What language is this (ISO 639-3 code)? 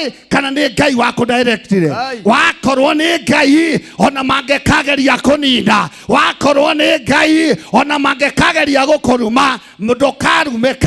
kik